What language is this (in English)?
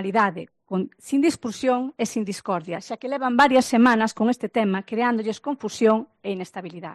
Galician